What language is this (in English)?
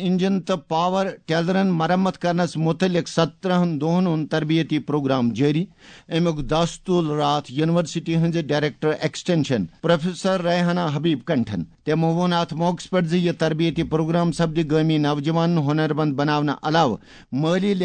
Kashmiri